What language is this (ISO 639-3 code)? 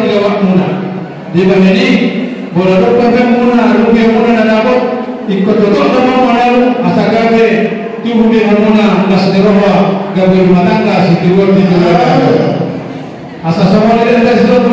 bbc